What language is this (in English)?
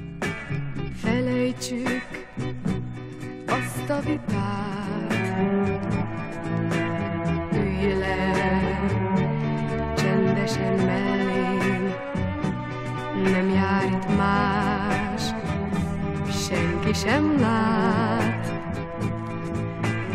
Hungarian